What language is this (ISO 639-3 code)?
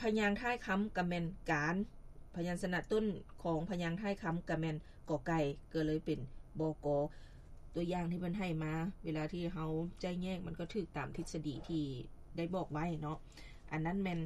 lao